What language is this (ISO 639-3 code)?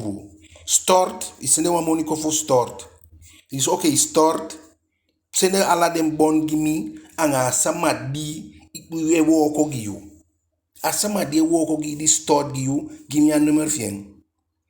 djk